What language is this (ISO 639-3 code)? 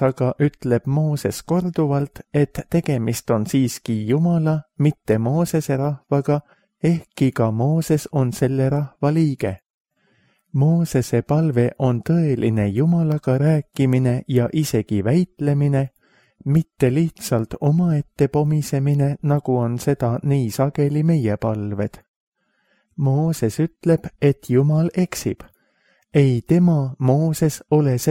est